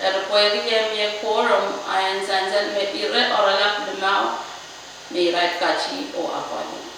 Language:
Pohnpeian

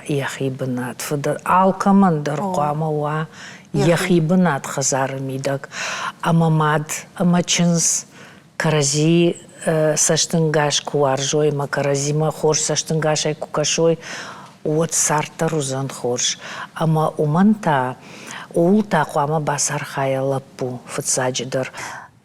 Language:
Ossetic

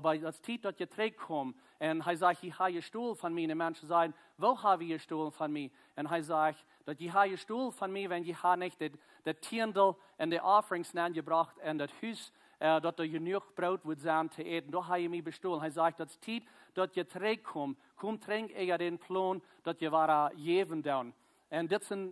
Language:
Plautdietsch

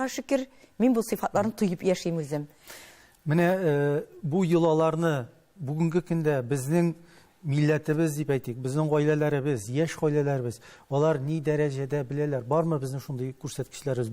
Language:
Tatar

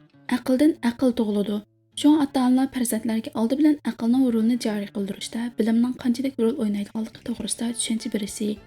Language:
Uyghur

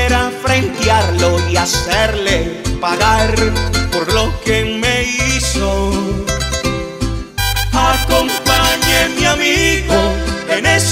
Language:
Spanish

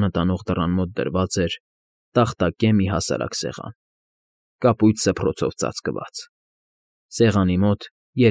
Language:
Armenian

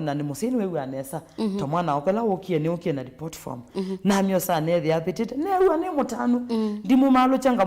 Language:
Kamba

